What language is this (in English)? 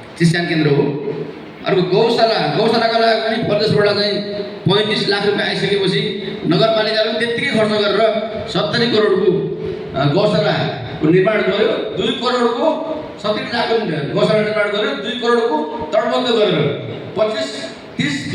Nepali